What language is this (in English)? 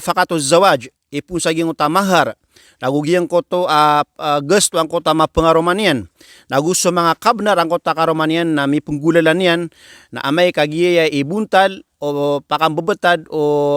Maranao